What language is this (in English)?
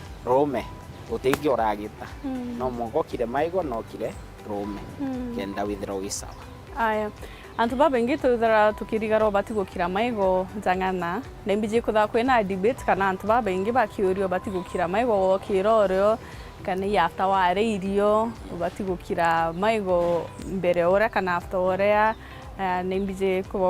Meru